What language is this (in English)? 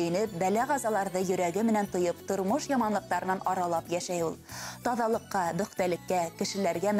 Bashkir